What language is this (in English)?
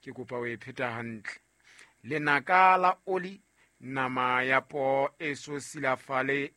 Southern Sotho